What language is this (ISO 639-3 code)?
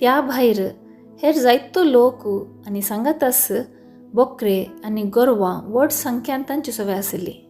kok